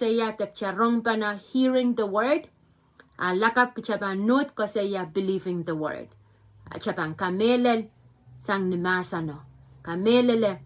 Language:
Pohnpeian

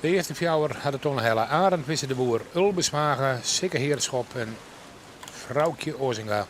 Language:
Western Frisian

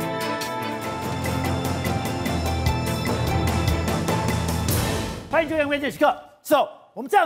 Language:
Chinese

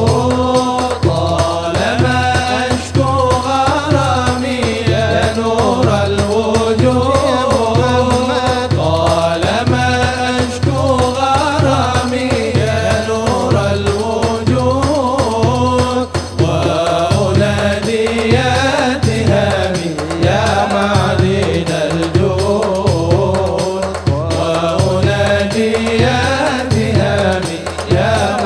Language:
Arabic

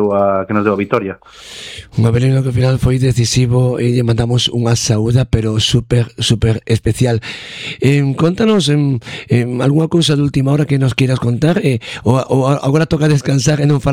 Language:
Galician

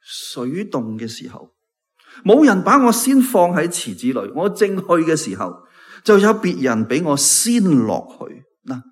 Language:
Cantonese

